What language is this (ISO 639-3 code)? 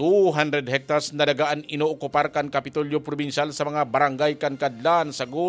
bik